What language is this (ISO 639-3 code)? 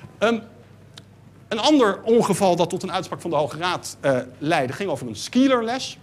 nld